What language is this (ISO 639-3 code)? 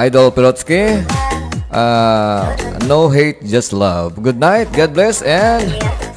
hil